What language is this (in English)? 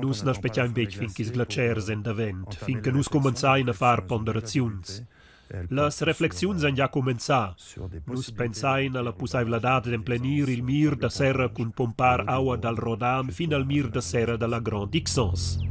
Romansh